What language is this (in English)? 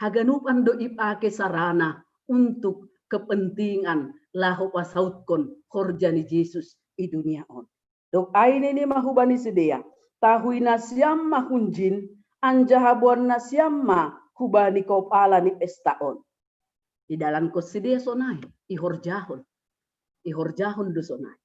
Batak Simalungun